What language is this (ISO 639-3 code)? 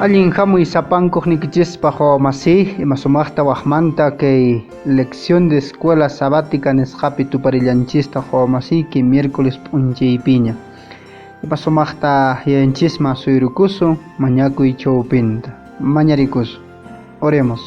que